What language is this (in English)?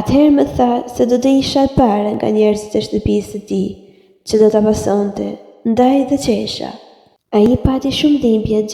Albanian